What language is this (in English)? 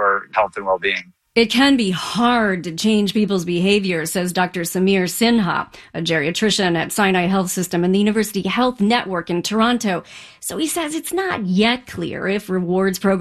English